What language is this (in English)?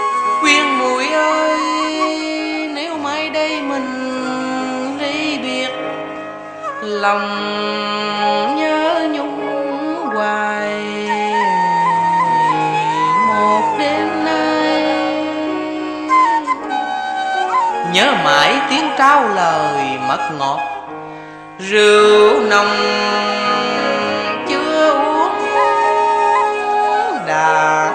Vietnamese